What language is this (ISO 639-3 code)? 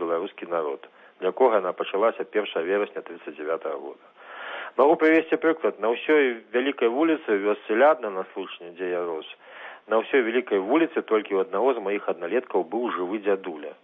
bel